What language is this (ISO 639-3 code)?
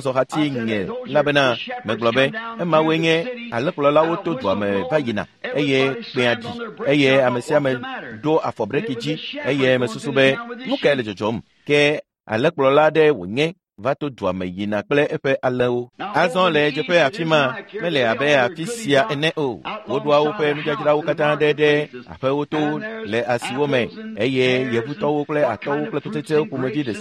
ewe